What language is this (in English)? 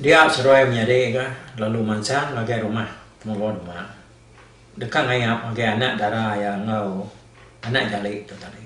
Iban